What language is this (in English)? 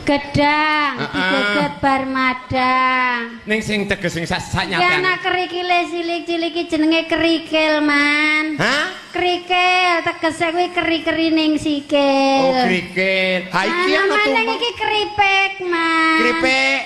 Javanese